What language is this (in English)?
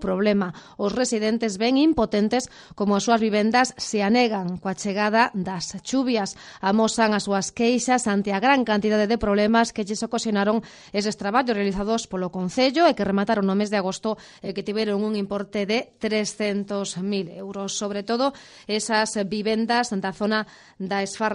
Galician